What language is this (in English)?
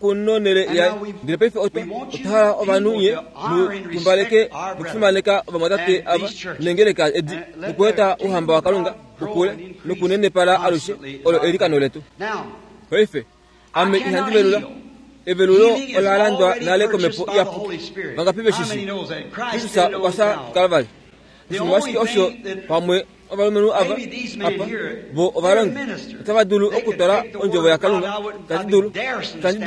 Kuanyama